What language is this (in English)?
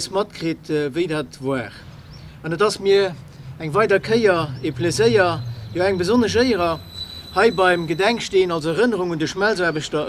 Luxembourgish